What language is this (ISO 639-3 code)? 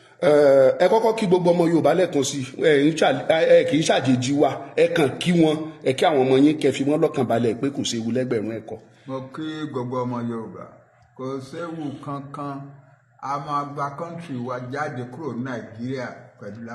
yor